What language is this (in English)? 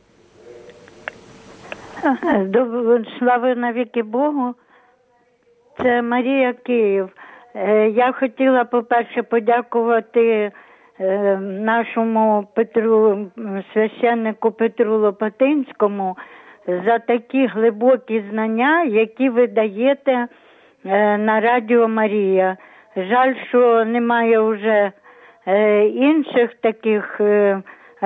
Ukrainian